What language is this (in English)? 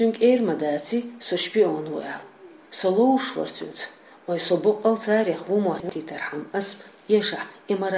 Chechen